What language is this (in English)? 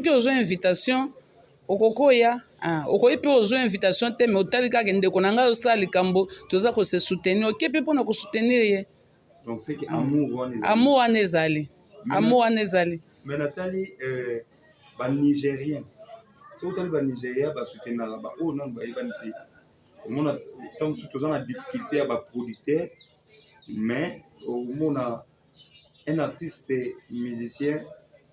Lingala